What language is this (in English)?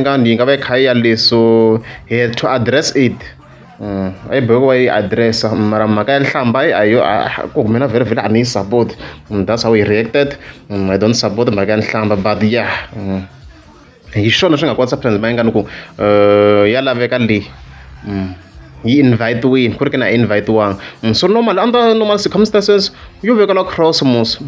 Tsonga